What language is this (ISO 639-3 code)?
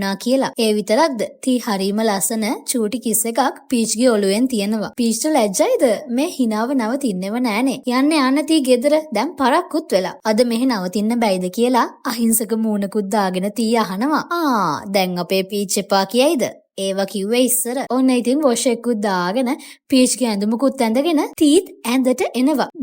sin